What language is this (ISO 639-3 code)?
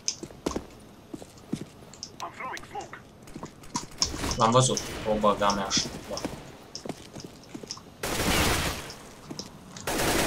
ron